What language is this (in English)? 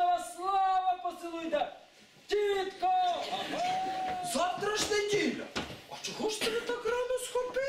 Ukrainian